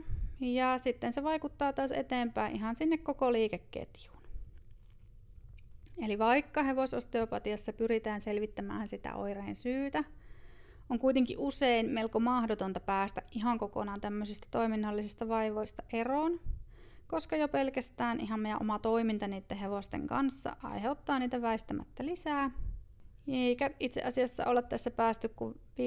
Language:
Finnish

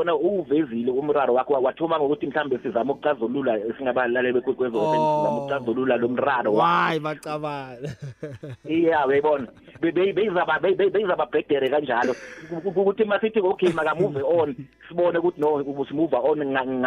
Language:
South Ndebele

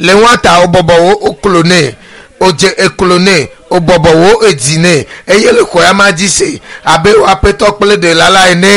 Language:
Ewe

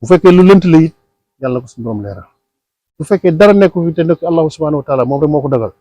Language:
Wolof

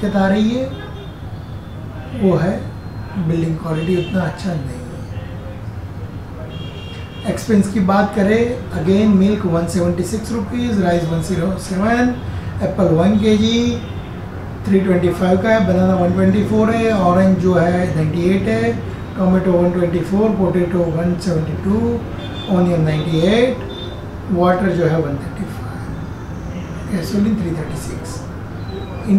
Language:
Hindi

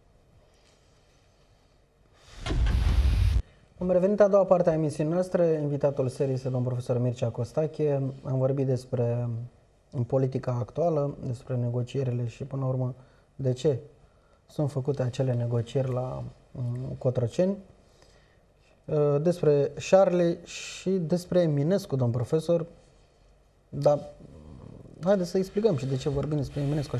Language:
Romanian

